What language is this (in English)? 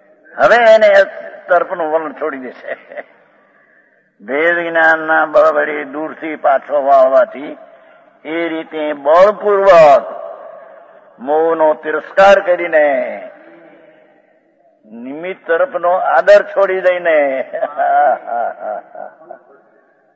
Gujarati